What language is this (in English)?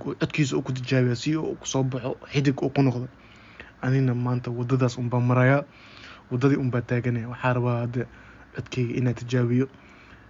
Somali